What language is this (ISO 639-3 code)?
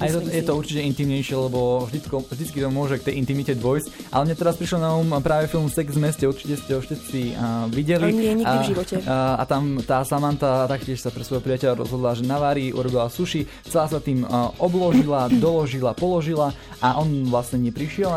slk